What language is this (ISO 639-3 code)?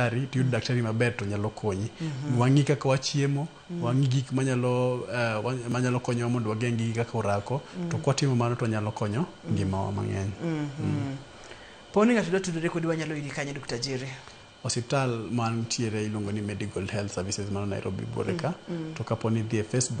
luo